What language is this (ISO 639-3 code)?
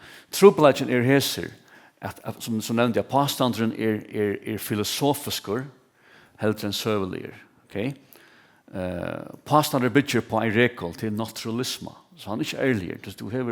fao